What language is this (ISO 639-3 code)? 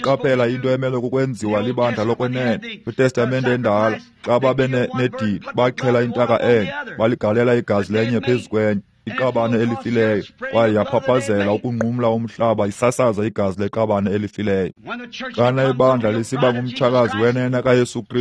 xho